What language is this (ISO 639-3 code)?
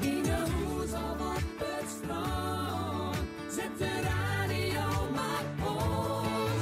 fry